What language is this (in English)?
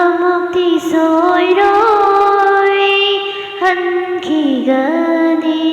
Manipuri